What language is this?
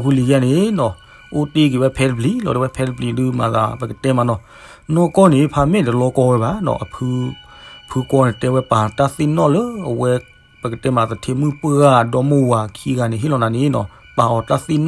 S'gaw Karen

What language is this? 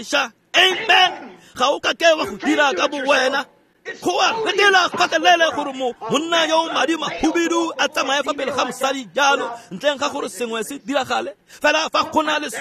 Tswana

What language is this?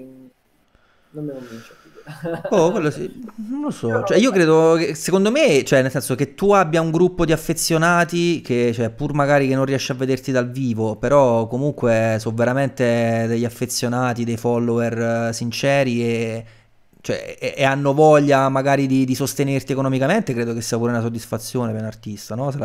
Italian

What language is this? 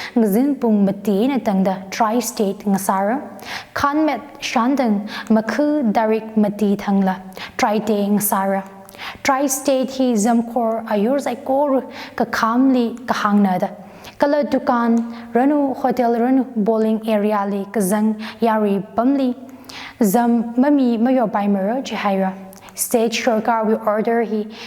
Tangkhul Naga (India)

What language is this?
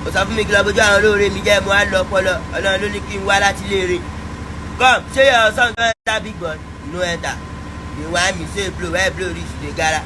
Nigerian Pidgin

